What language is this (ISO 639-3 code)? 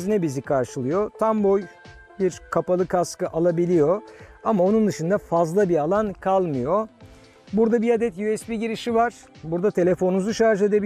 tur